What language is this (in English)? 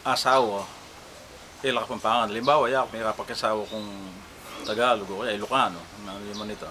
Pampanga